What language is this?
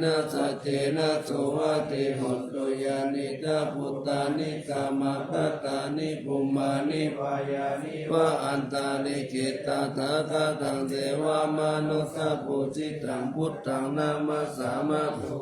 Pali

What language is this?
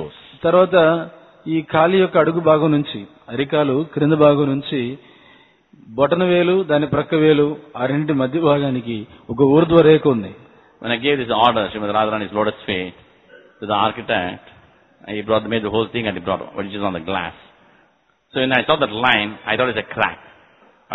Telugu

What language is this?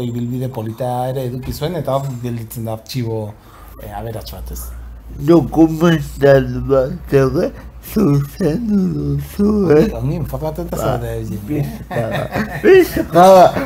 Basque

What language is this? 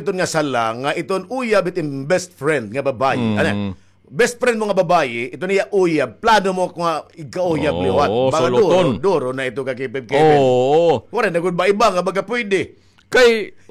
Waray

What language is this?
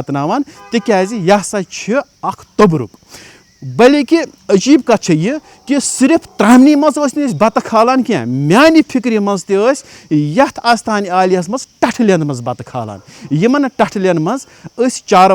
Kashmiri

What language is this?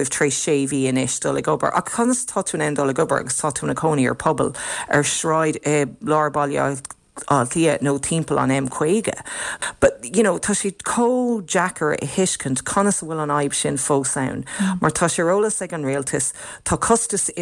Irish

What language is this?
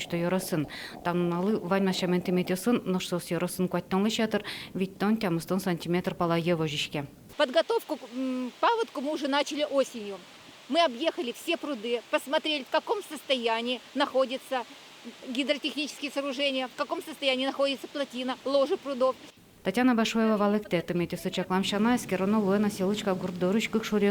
Udmurt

